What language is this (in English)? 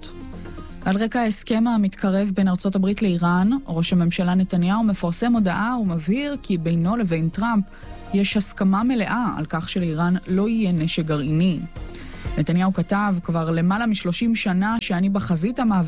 Hebrew